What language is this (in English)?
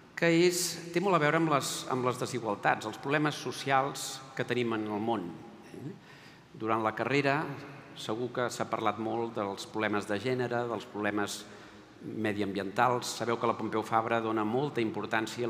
Catalan